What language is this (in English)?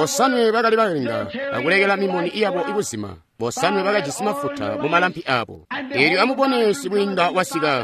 Tonga (Zambia)